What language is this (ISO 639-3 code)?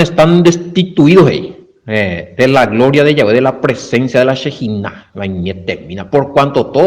grn